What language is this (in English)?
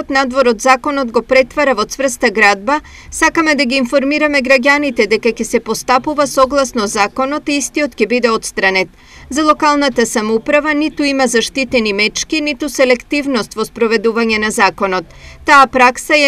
Macedonian